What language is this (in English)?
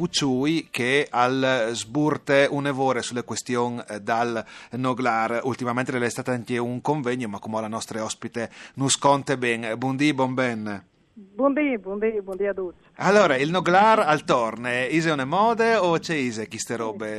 Friulian